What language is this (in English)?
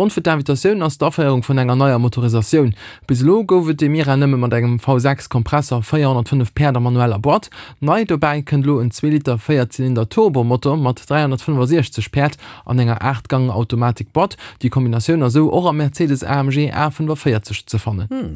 Luxembourgish